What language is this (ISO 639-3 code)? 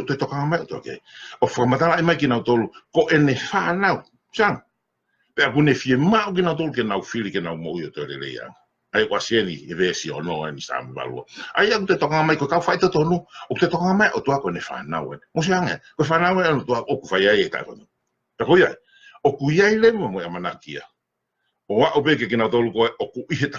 ton